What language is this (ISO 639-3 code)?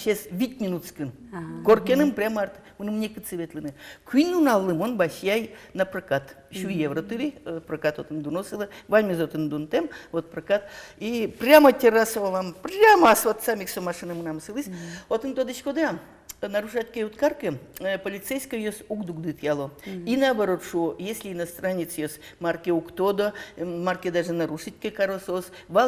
udm